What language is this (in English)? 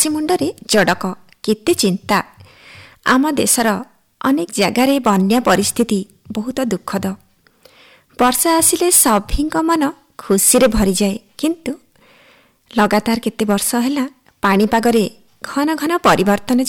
Odia